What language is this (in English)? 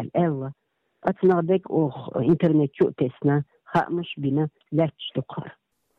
Chechen